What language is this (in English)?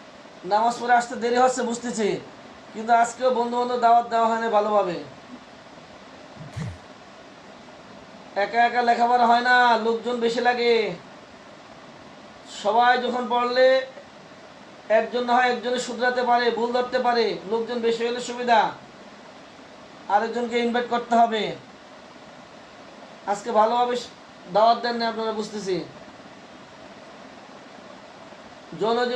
Bangla